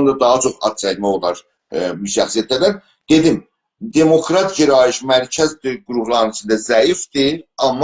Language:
South Azerbaijani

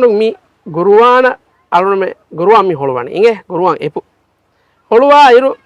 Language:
Divehi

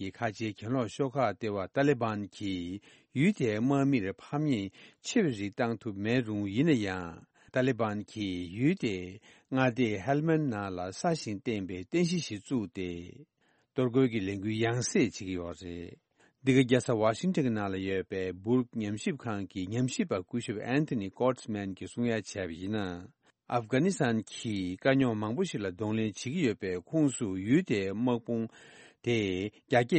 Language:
Tibetan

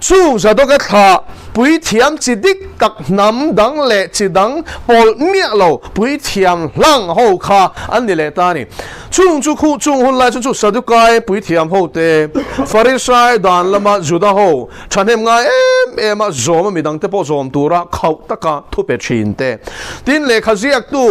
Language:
Mizo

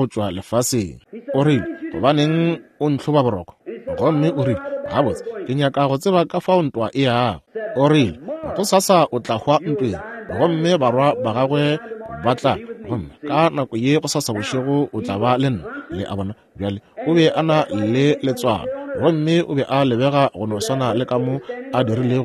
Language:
Northern Sotho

